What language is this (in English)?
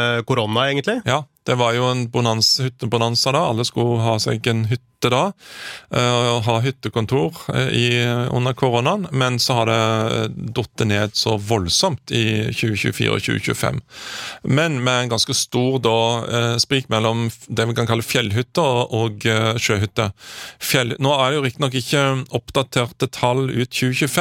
Norwegian